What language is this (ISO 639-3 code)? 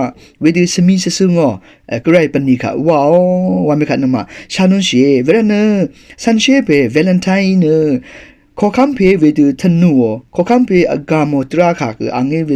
raw